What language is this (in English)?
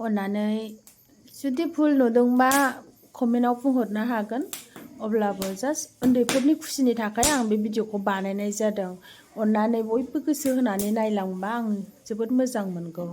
Bodo